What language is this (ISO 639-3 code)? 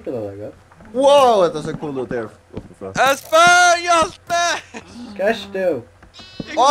fao